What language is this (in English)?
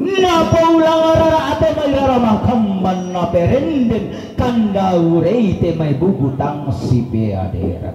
Toraja-Sa'dan